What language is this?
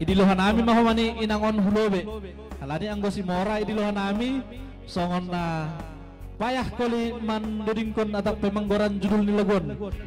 Batak Simalungun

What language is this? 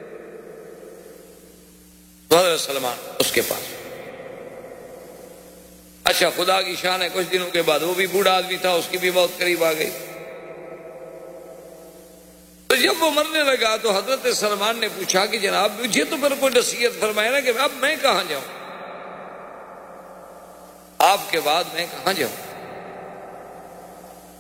Urdu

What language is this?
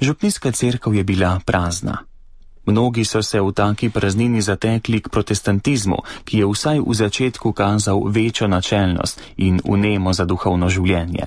Slovenian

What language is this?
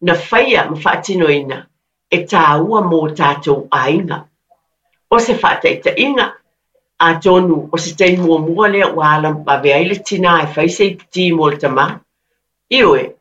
Samoan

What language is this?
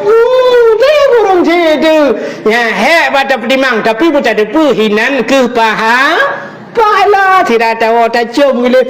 Achinese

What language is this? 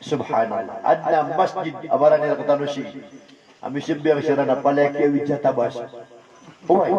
Maranao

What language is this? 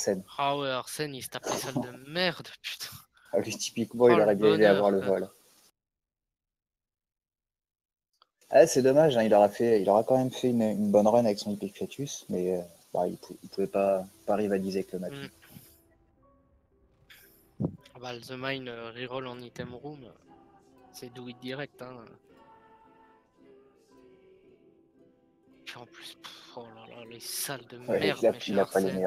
French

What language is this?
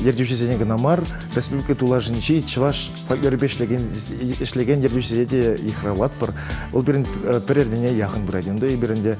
Chuvash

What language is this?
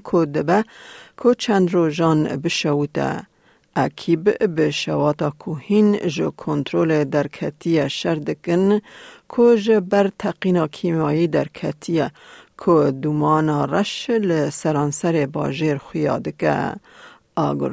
Kurdish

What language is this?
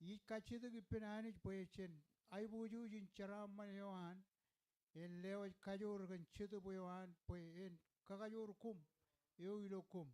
Marshallese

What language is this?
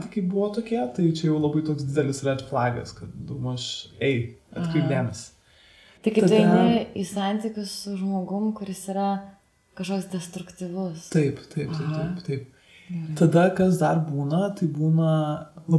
Lithuanian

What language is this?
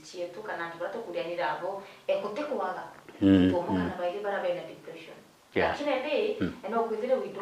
Meru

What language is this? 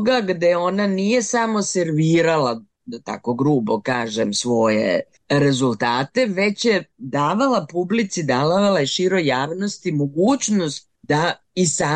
Serbian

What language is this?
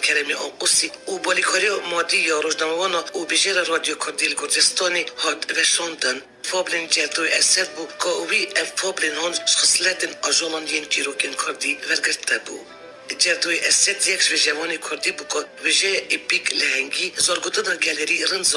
Kurdish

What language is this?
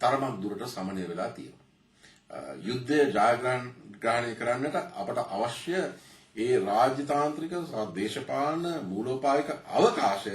Sinhala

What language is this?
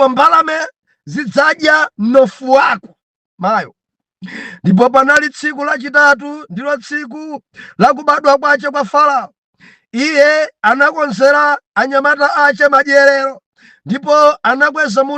Nyanja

